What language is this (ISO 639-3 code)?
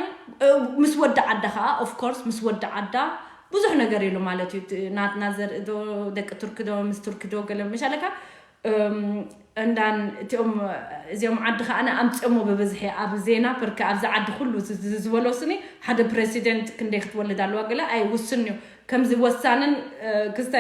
tir